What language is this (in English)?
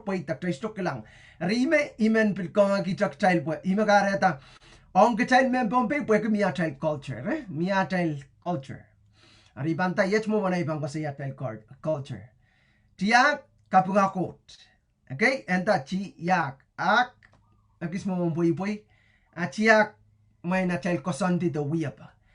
Pohnpeian